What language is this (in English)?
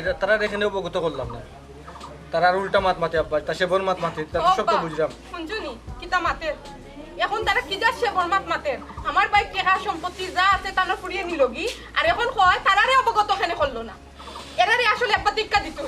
Sylheti